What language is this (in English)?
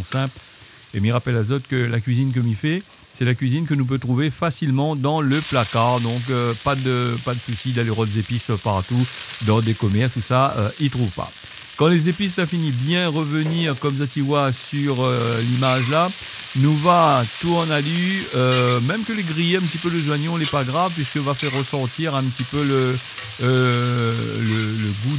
Réunion Creole French